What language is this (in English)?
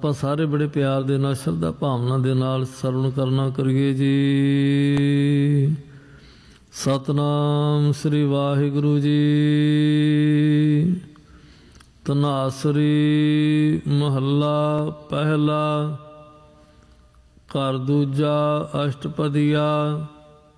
Punjabi